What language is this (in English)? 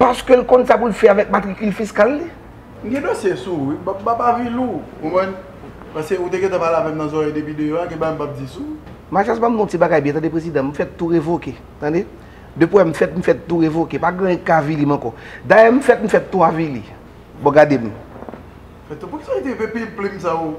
Haitian Creole